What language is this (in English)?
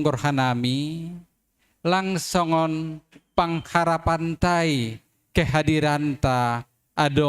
Batak Simalungun